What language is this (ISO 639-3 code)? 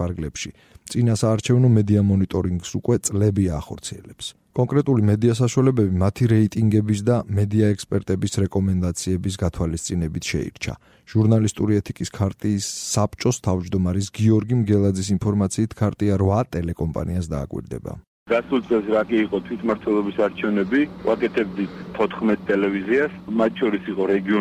kat